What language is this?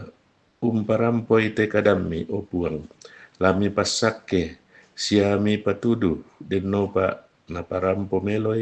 Toraja-Sa'dan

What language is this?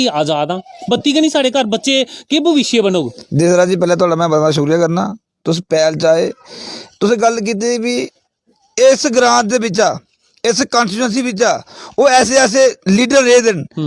Dogri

